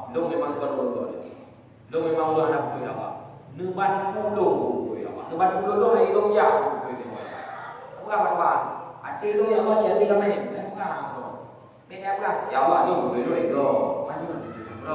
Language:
Achinese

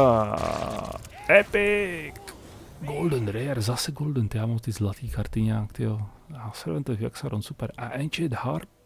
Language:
Czech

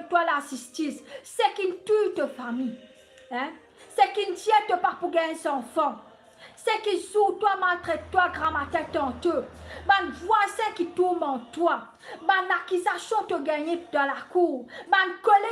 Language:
Morisyen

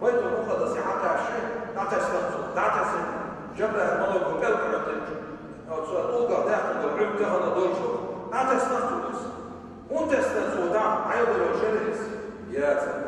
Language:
Chechen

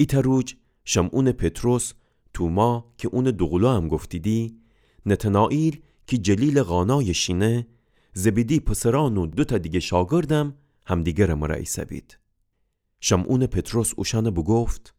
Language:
Gilaki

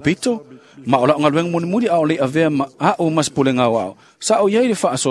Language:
Samoan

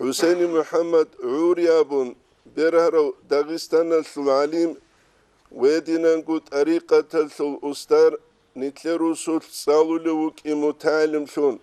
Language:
Avaric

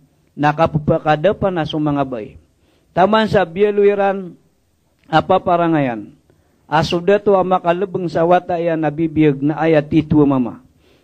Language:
Maranao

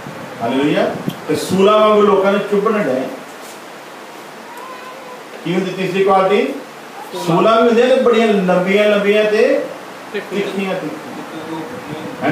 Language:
Punjabi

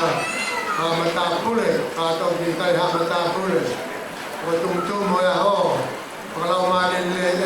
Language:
Tongan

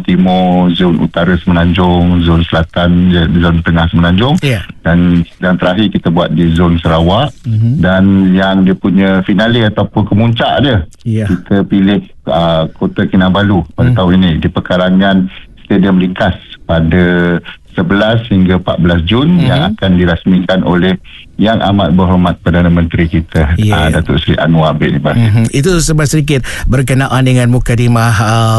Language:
Malay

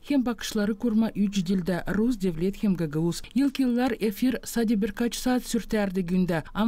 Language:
Gagauz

